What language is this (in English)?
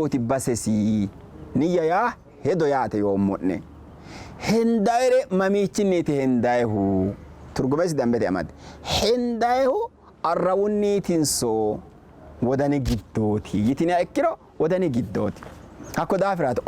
Sidamo